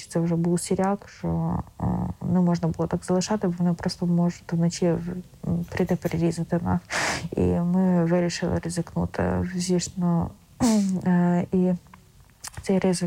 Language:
Ukrainian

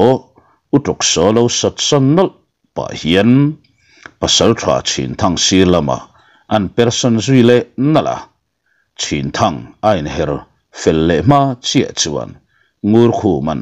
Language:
Mizo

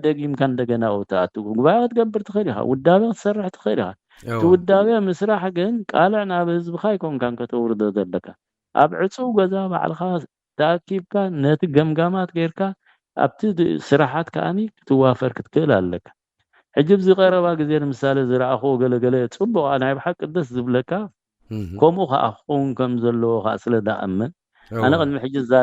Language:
Tigrinya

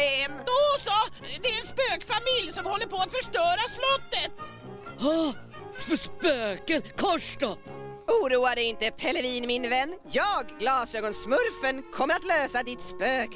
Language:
Swedish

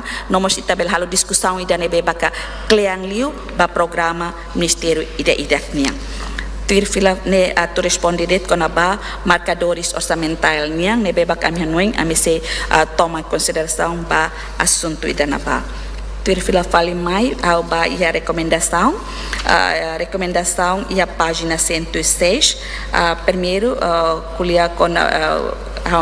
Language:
Tetum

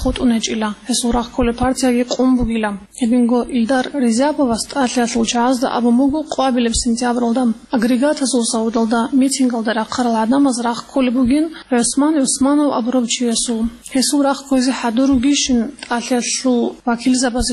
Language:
Avaric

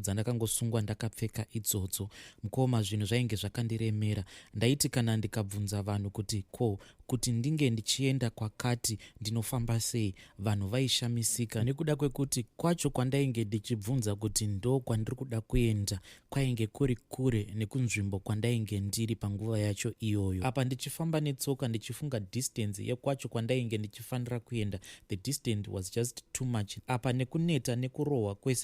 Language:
Shona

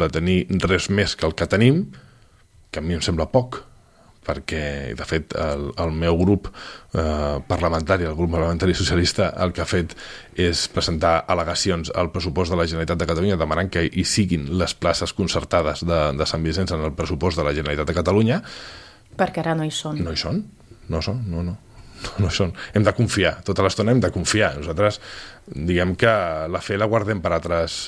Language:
Catalan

